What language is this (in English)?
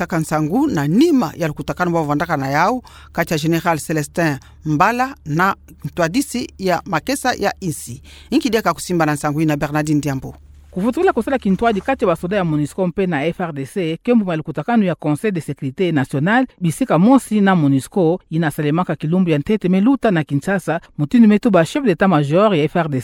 Kituba (Democratic Republic of Congo)